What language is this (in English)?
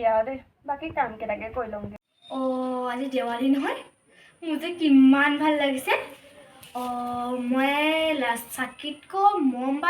Assamese